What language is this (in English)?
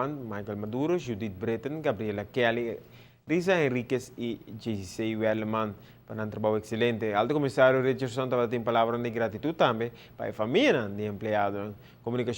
Papiamento